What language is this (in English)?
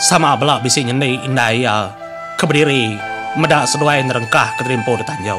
Iban